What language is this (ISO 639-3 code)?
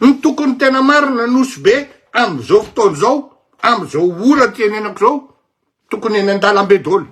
mlg